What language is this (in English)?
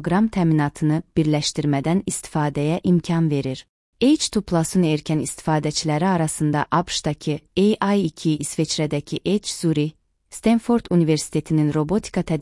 Azerbaijani